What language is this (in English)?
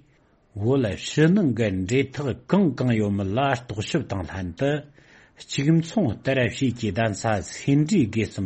Tibetan